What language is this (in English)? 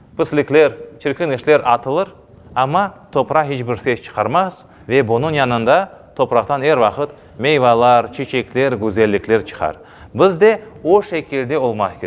Crimean Tatar